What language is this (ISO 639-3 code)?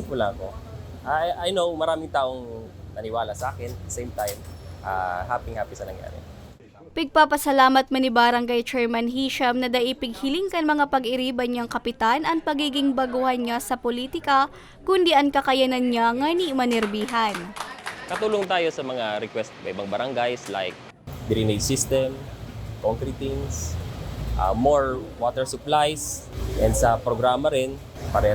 bik